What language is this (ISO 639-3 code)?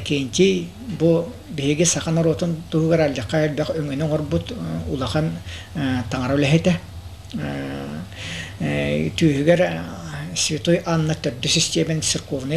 sah